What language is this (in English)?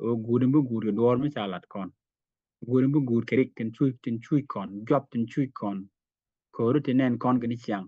Nuer